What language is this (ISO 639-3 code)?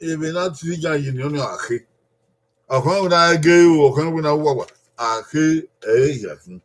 bin